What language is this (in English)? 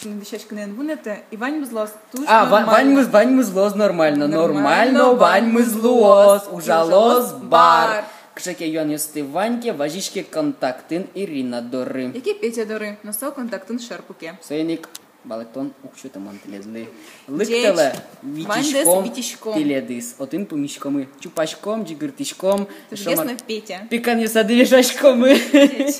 Udmurt